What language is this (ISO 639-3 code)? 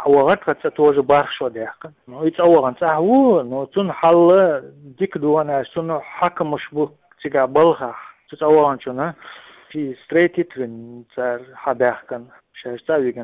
che